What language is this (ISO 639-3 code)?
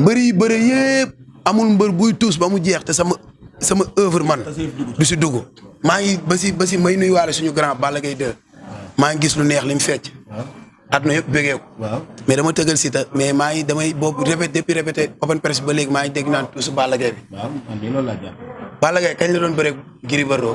wol